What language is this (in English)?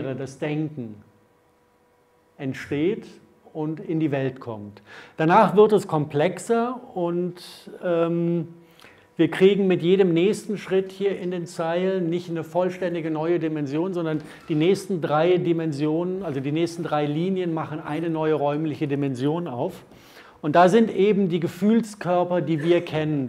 German